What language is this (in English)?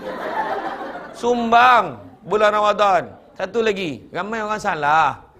Malay